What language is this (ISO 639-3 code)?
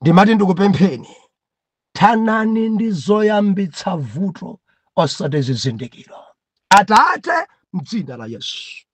nya